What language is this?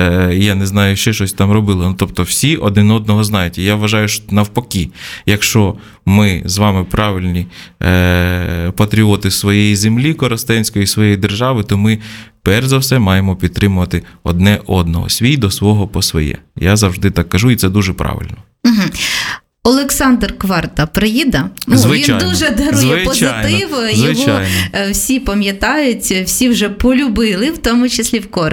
Ukrainian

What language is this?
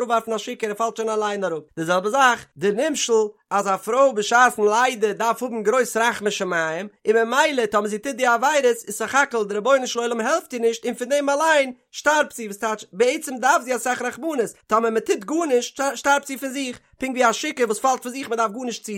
Yiddish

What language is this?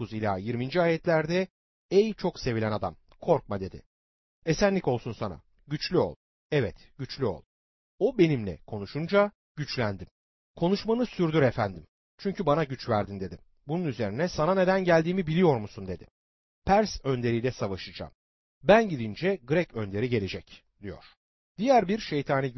Turkish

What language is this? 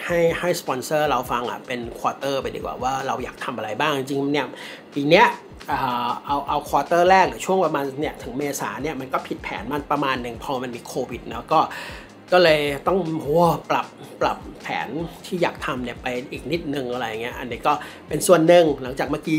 Thai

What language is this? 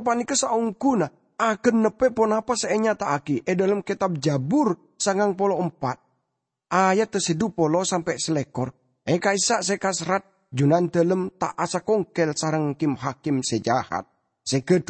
Madurese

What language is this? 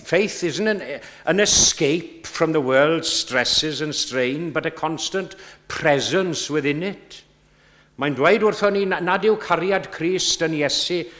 Welsh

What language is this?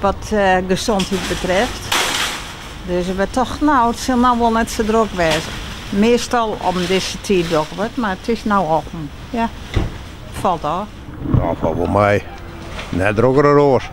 Western Frisian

